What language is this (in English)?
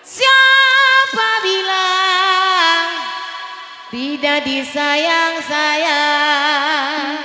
Betawi